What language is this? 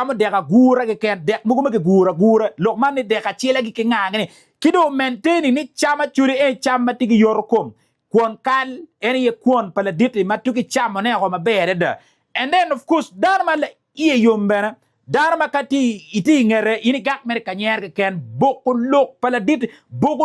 Acoli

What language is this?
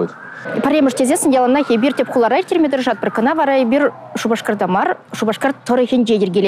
Chuvash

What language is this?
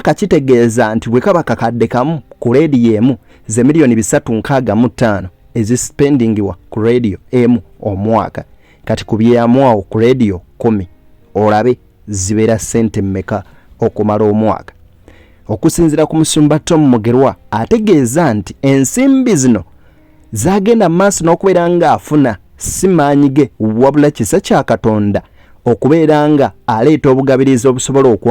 Ganda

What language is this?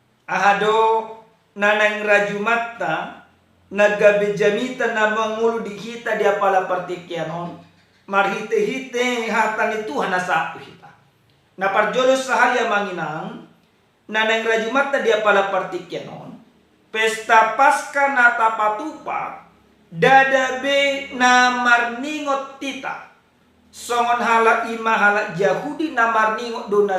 Batak Toba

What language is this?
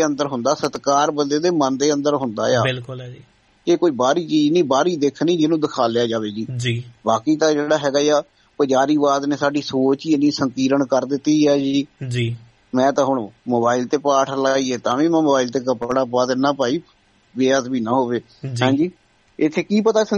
Punjabi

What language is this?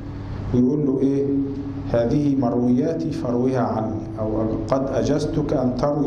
Arabic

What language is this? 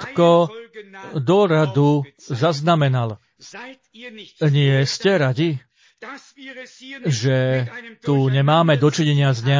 Slovak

